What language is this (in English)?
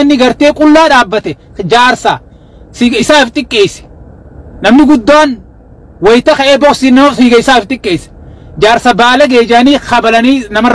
Oromo